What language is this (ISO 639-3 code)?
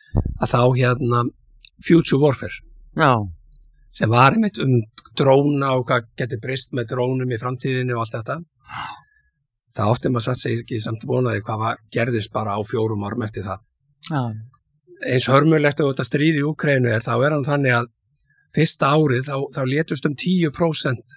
isl